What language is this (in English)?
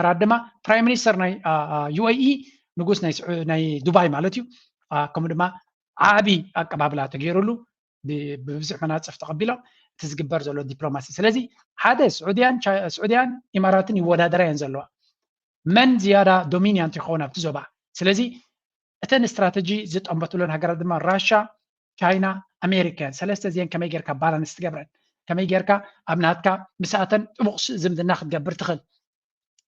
Tigrinya